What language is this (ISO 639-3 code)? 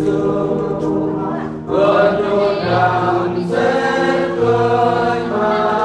cmo